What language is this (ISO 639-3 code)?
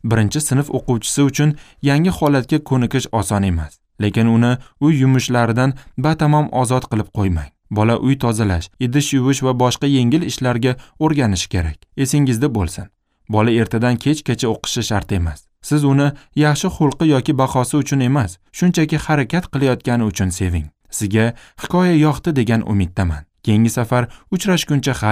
uzb